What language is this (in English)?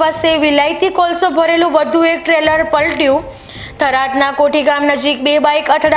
Gujarati